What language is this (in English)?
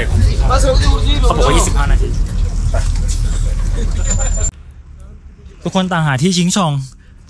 Thai